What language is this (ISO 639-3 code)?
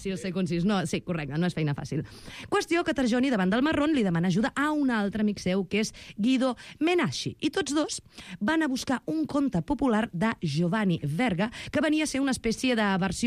cat